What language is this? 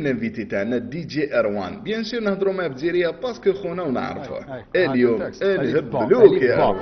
Algerian Arabic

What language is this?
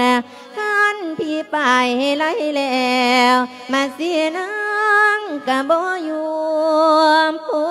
Lao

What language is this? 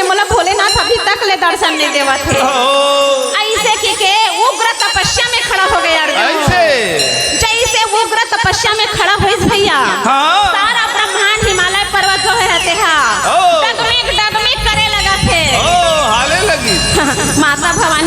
Chhattisgarhi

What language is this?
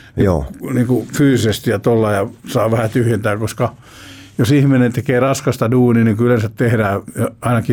Finnish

